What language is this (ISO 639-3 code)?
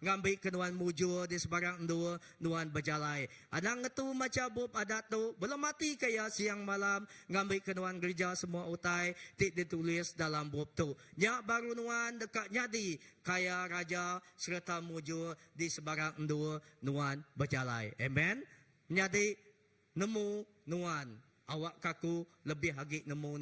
iba